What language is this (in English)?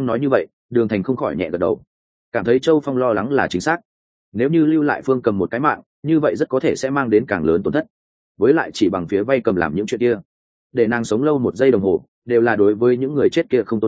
Vietnamese